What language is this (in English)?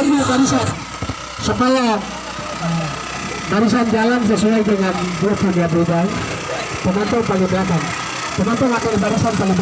Papuan Malay